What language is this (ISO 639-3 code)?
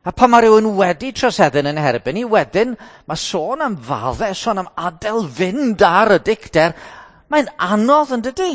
cym